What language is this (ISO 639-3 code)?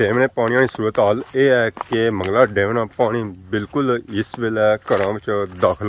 phr